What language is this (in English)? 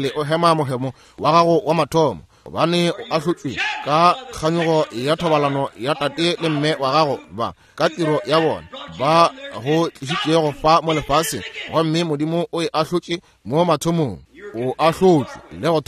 Northern Sotho